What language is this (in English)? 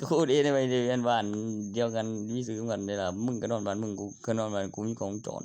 Northeastern Thai